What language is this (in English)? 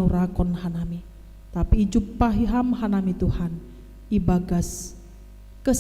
Batak Simalungun